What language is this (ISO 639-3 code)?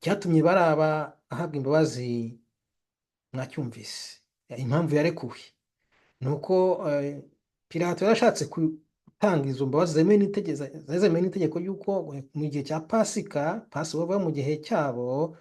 kin